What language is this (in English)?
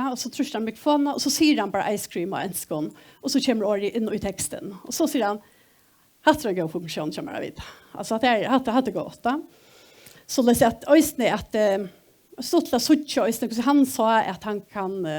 Faroese